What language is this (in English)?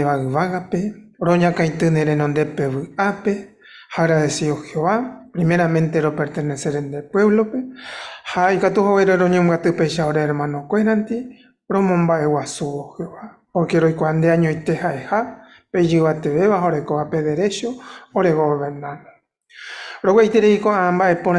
Guarani